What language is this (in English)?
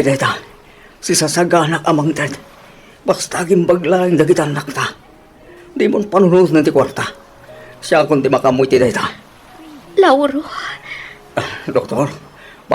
Iloko